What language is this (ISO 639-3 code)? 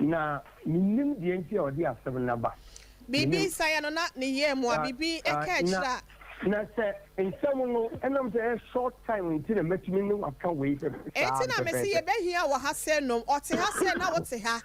aka